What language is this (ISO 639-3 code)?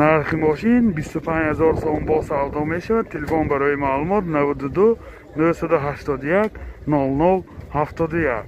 tgk